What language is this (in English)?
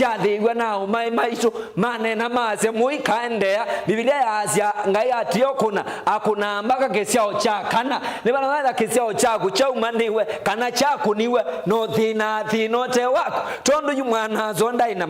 Kamba